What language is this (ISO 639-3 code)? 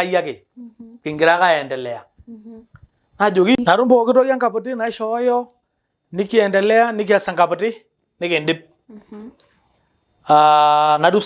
mas